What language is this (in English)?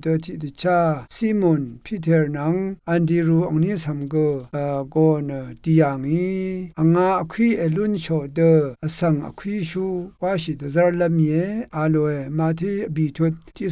Rawang